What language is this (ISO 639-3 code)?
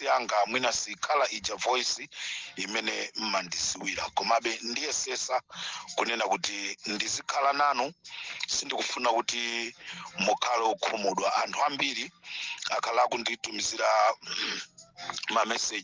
nya